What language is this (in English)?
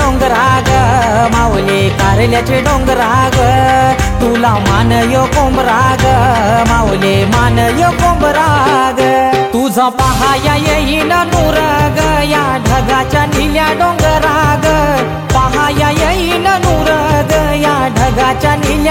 Marathi